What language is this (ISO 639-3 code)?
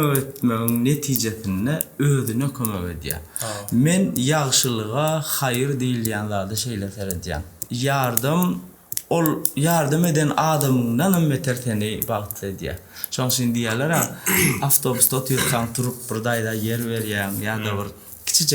tuk